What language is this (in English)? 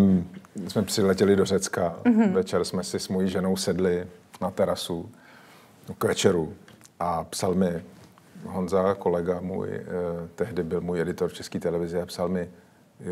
Czech